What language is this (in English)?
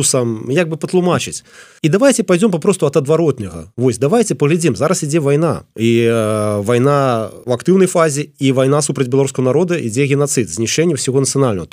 Belarusian